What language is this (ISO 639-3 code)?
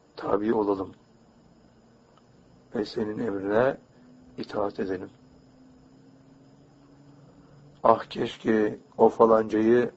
tur